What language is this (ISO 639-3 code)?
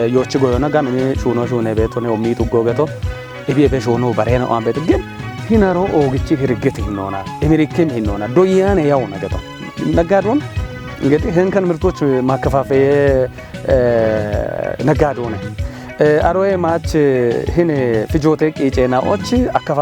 kbr